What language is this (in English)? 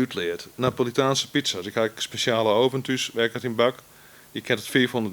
Western Frisian